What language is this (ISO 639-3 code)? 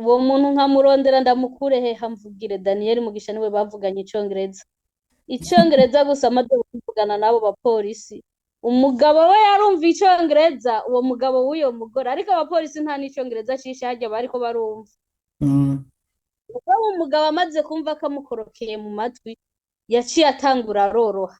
run